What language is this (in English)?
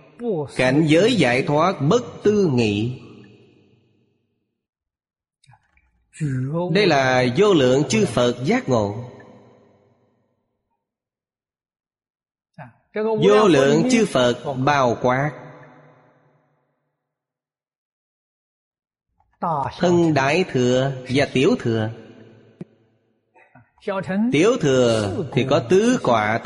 Vietnamese